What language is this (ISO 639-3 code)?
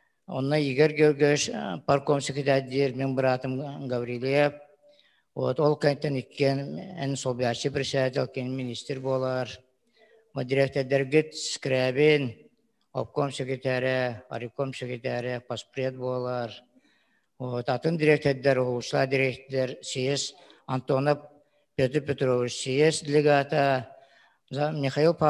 sah